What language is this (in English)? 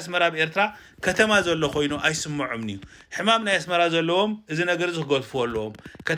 Tigrinya